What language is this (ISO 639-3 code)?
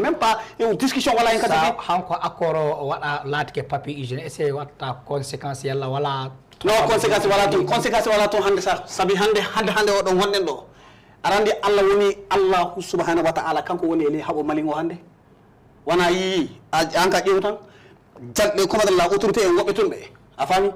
ful